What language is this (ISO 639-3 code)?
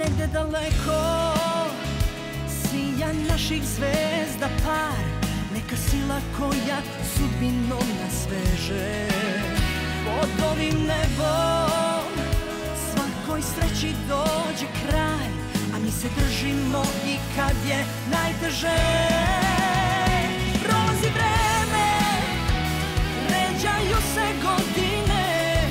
srp